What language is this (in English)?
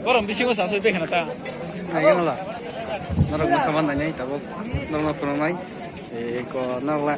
Kok Borok